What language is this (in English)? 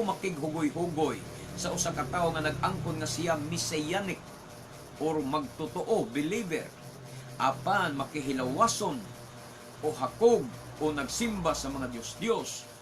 Cebuano